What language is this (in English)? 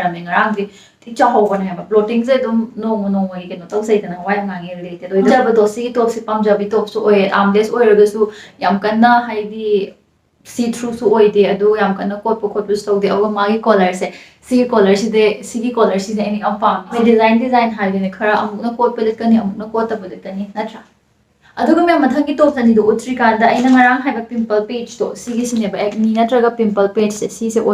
Manipuri